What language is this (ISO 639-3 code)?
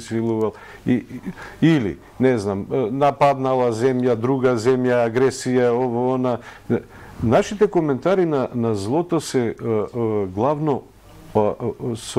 mkd